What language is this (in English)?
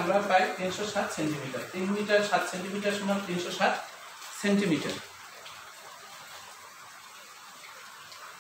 Bangla